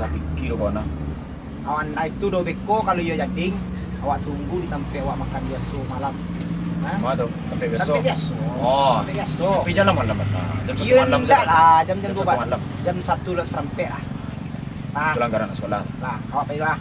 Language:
Minangkabau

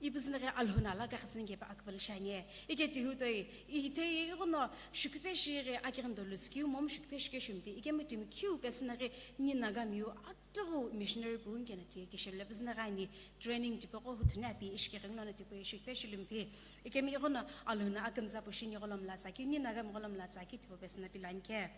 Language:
Sumi Naga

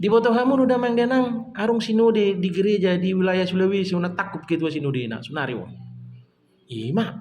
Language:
Batak Toba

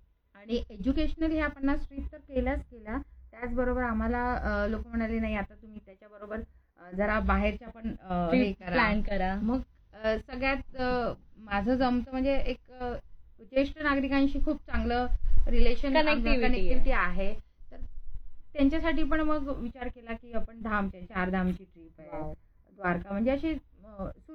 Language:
Marathi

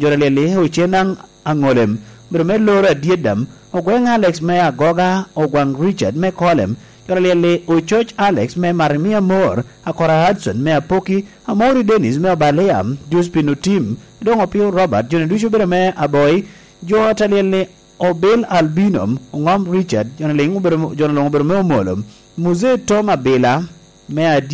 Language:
Lango (Uganda)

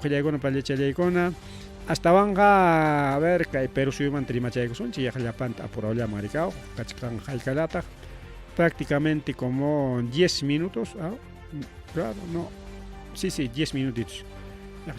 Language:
Ayacucho Quechua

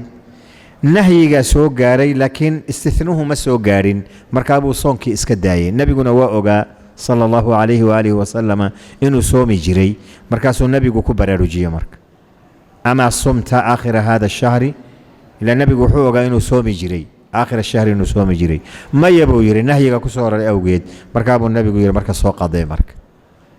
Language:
Somali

